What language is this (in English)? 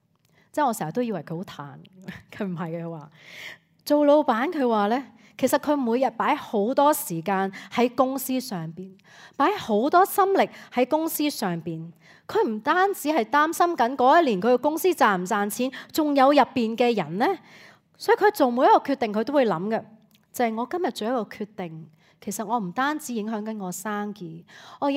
Cantonese